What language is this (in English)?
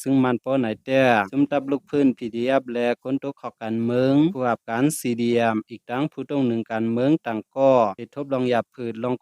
Shan